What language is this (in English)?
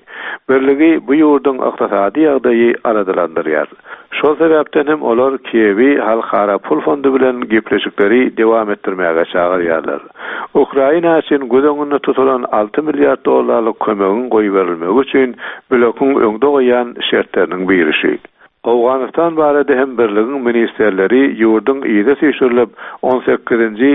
Turkmen